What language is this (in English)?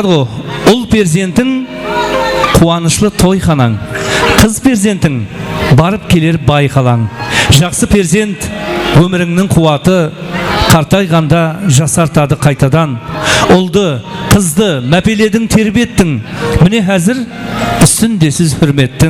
Kara-Kalpak